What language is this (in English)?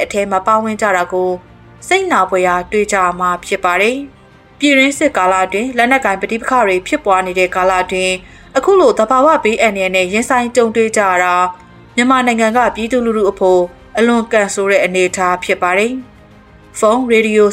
Burmese